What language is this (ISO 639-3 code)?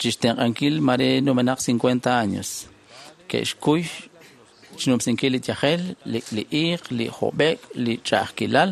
kek